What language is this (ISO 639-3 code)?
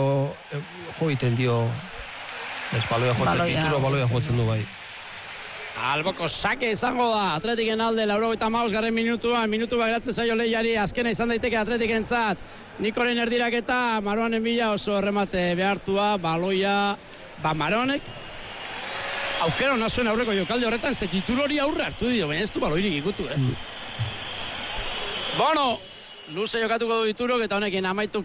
eus